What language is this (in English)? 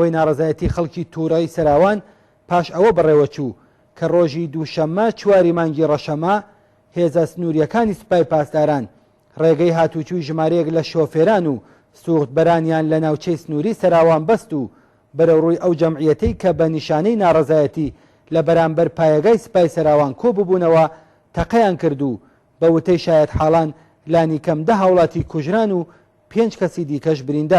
Central Kurdish